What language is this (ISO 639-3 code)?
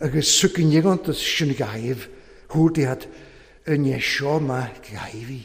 cym